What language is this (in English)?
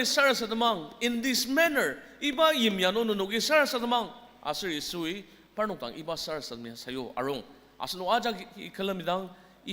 Ao Naga